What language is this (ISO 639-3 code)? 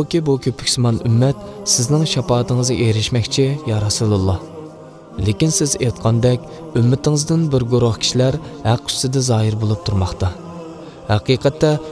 uig